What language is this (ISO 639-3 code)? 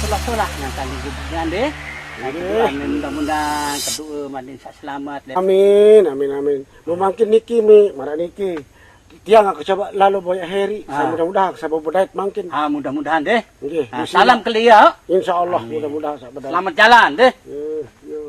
sas